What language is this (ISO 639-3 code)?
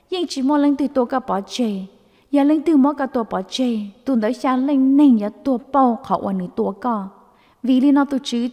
hmn